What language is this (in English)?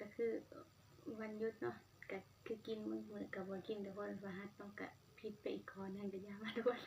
Northeastern Thai